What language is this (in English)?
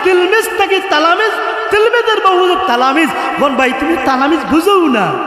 Sylheti